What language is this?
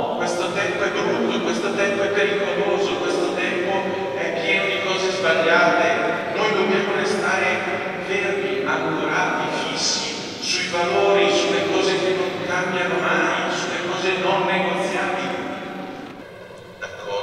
Italian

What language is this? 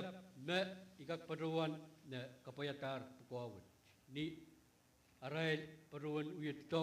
Pohnpeian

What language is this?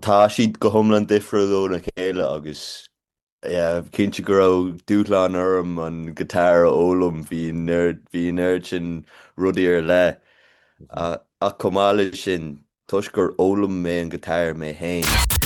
Irish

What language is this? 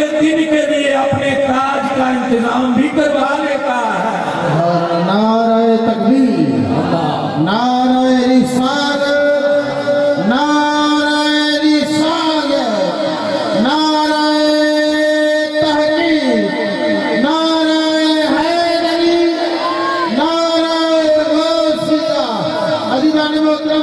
Urdu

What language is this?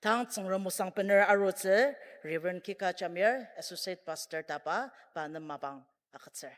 Ao Naga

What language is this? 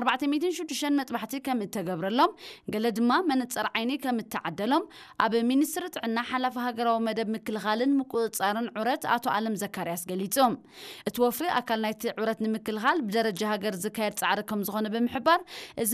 Tigrinya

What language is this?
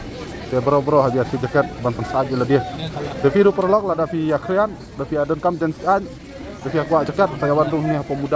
Khasi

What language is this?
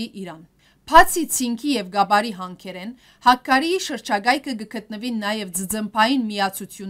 Western Armenian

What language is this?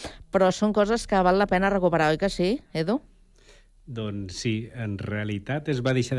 Catalan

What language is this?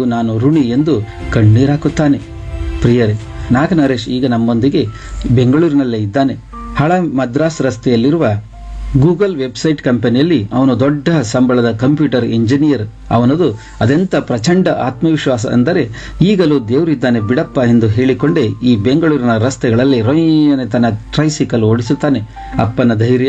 Kannada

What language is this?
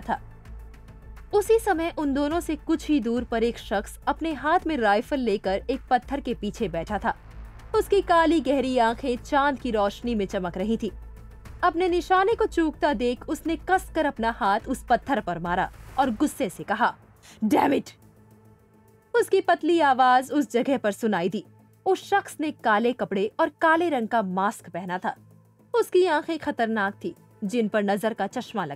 Hindi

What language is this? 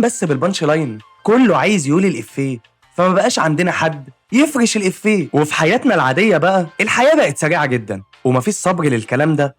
Egyptian Arabic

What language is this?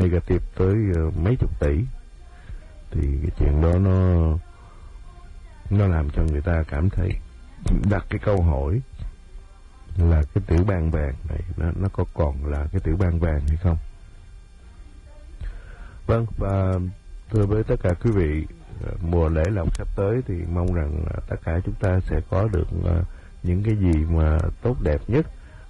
Vietnamese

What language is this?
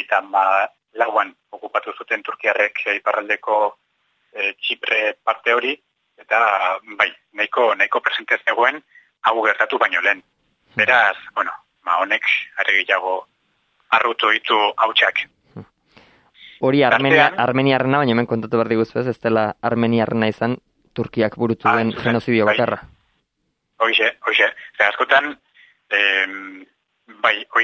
Basque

